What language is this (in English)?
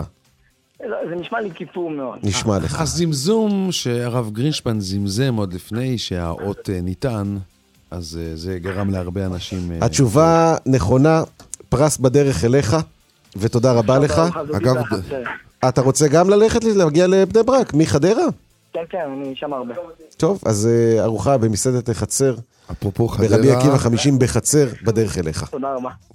Hebrew